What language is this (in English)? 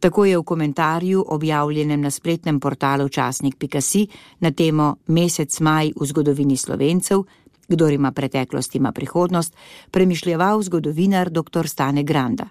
Slovenian